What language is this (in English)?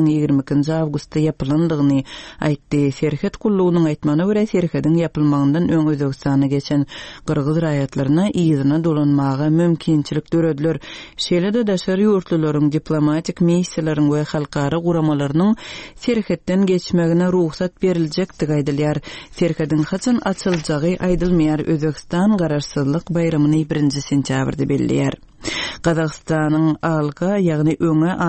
Turkmen